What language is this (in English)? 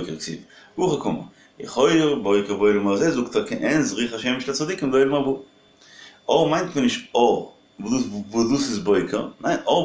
Yiddish